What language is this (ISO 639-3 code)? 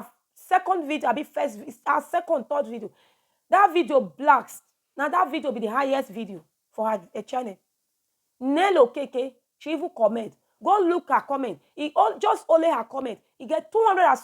pcm